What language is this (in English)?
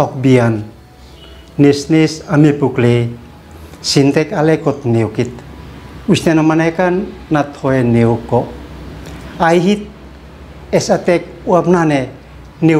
Uab Meto